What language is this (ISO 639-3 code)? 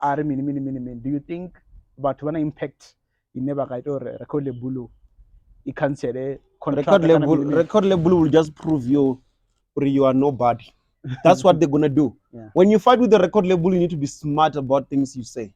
ven